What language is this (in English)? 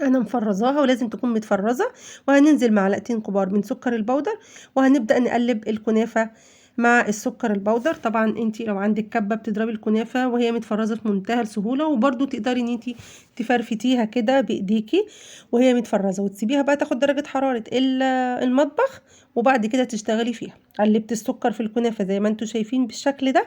Egyptian Arabic